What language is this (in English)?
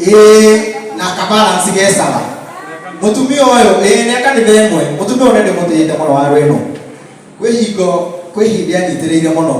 Kikuyu